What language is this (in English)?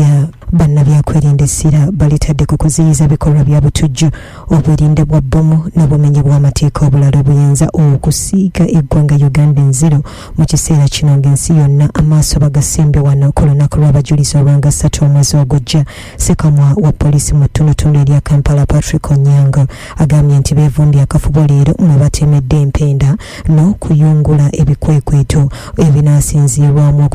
Ganda